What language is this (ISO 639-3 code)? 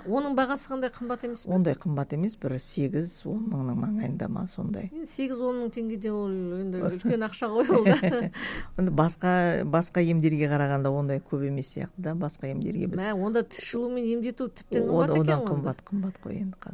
kaz